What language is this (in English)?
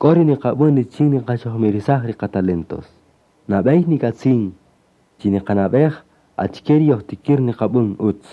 Kaqchikel